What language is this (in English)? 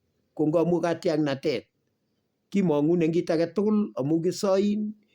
Kalenjin